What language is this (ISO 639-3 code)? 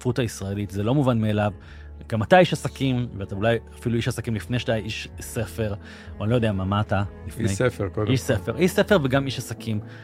heb